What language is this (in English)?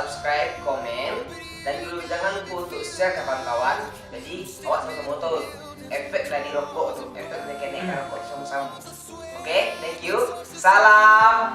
Minangkabau